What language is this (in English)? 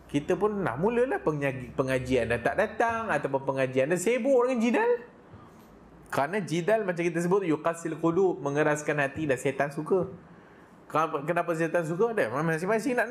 Malay